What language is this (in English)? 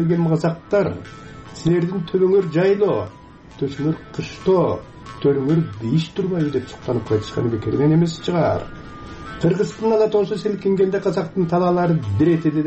Kyrgyz